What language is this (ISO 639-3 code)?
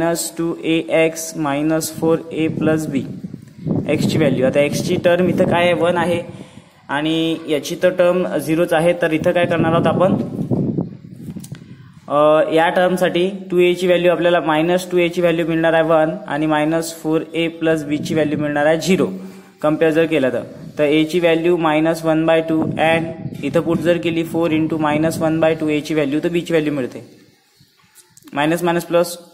mar